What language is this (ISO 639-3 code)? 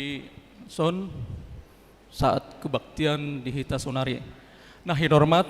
bbc